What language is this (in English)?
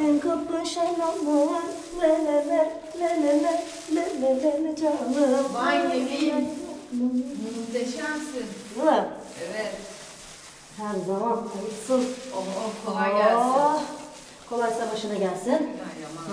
Turkish